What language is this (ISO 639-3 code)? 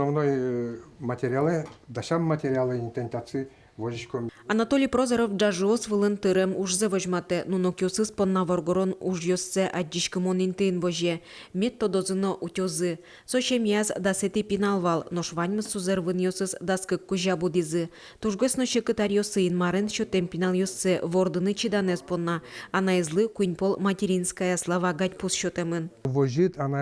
udm